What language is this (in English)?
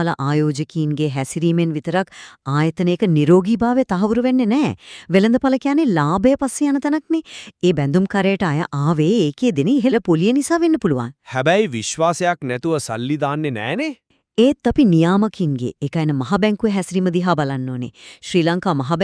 Sinhala